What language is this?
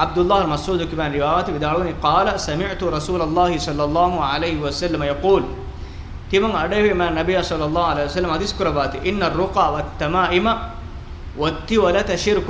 Divehi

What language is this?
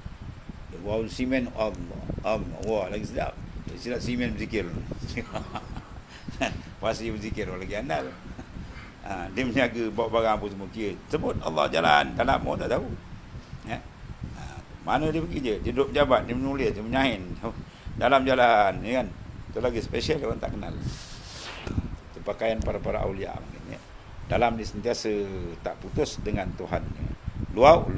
Malay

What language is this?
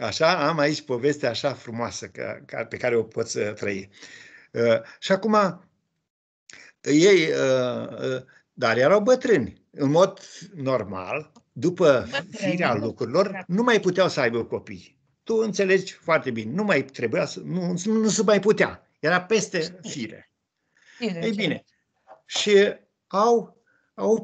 Romanian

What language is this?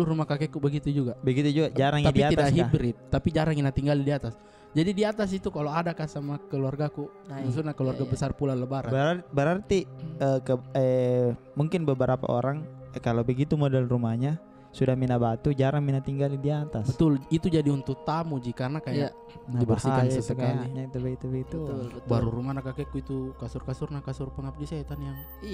Makassar Malay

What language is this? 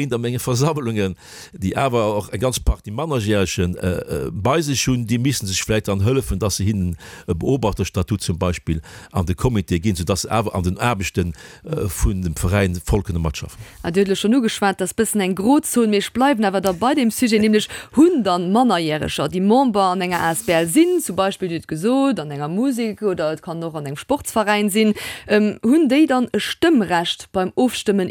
Luxembourgish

